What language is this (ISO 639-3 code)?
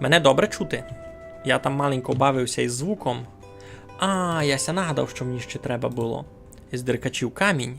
rue